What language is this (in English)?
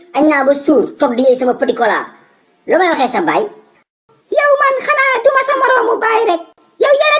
Wolof